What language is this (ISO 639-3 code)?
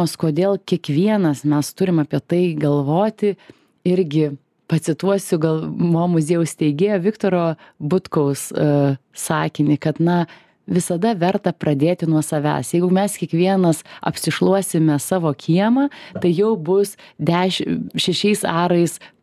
lit